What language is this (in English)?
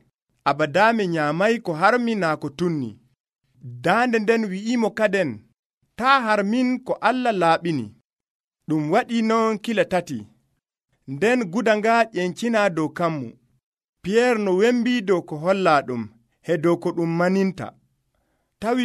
Nigerian Fulfulde